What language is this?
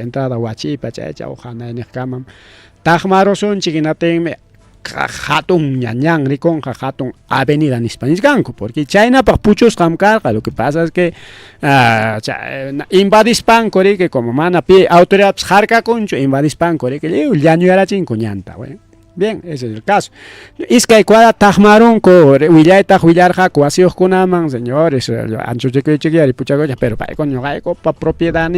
Ayacucho Quechua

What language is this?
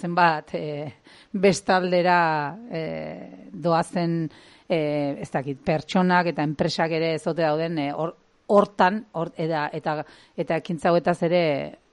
Basque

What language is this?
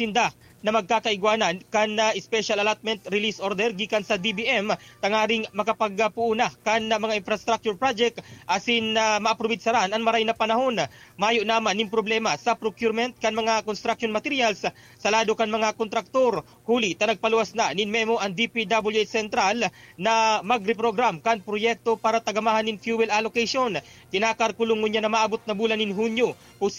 Bikol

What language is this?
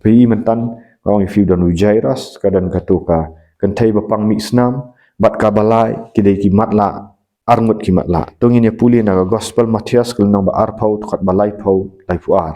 Khasi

